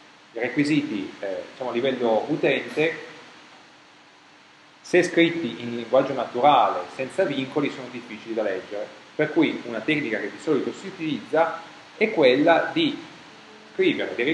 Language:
Italian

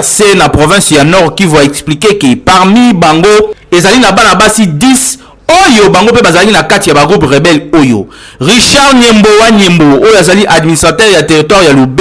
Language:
Lingala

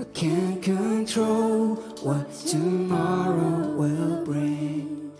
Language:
Swiss German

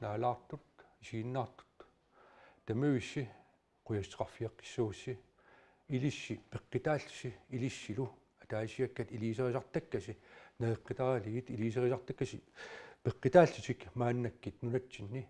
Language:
Kalaallisut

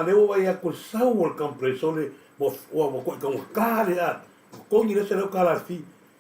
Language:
Samoan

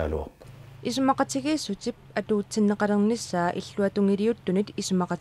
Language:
Kalaallisut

